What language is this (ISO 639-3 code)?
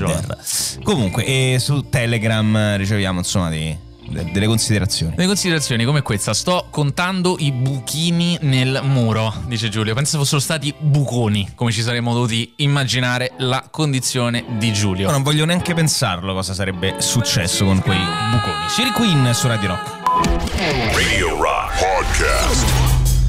ita